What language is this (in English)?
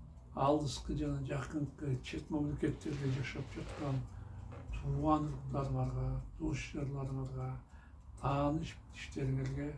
Kyrgyz